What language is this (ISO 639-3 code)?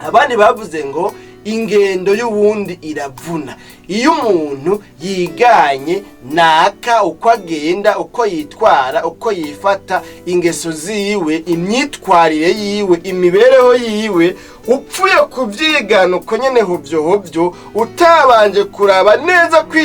run